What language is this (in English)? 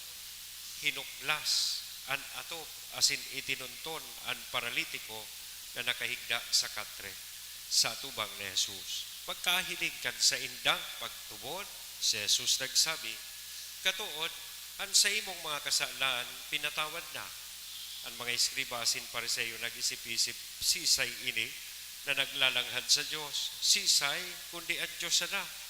Bikol